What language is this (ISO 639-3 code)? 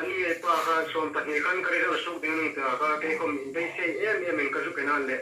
hmr